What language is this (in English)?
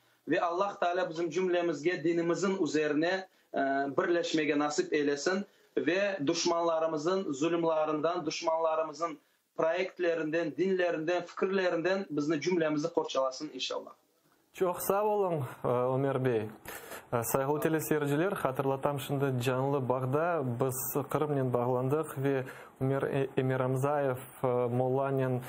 Crimean Tatar